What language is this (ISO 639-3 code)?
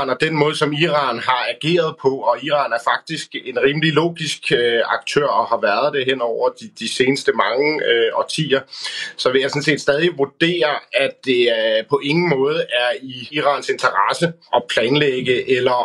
dan